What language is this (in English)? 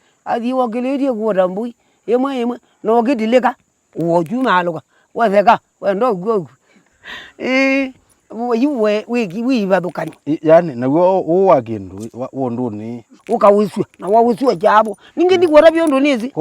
Kamba